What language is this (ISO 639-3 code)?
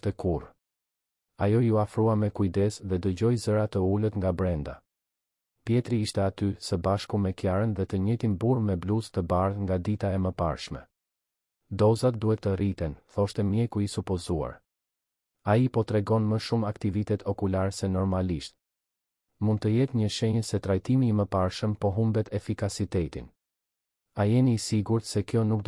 sqi